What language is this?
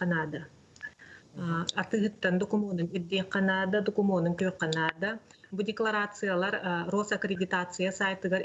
Yakut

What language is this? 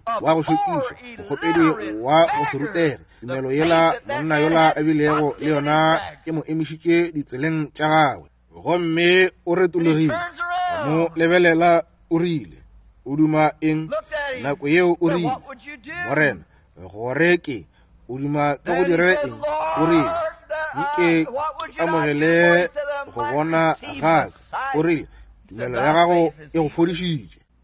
Northern Sotho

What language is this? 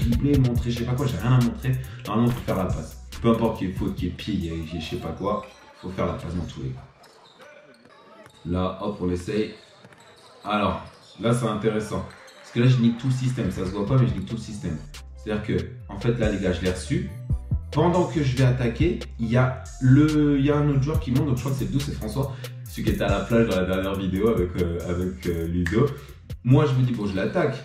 French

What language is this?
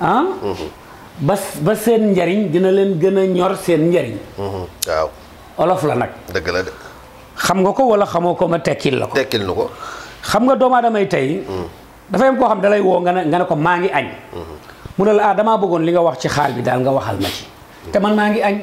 Wolof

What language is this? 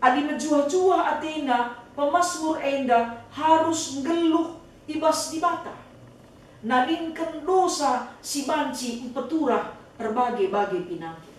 Batak Karo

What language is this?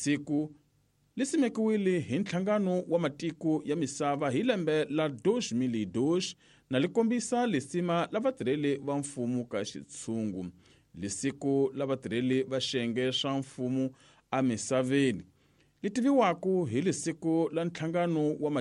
Tsonga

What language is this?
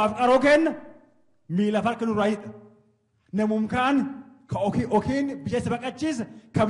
Oromo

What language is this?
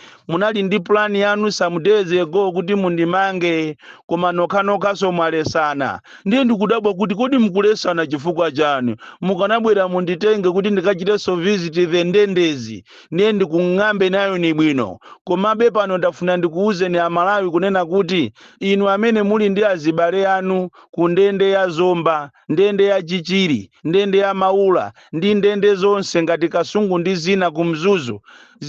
Nyanja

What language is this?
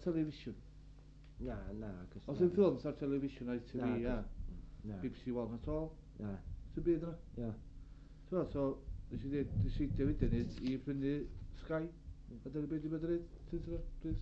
Welsh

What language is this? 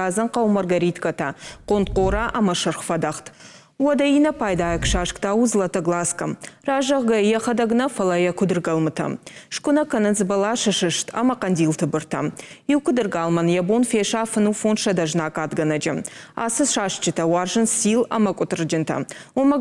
Ossetic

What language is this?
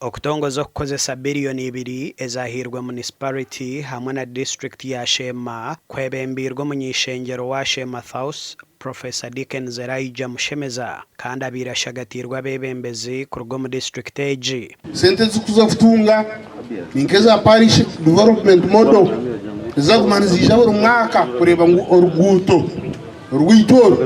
Nyankole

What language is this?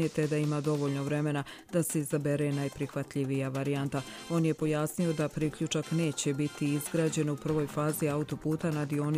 Bosnian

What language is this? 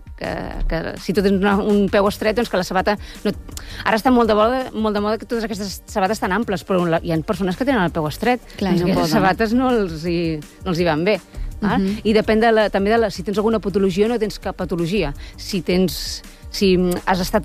Catalan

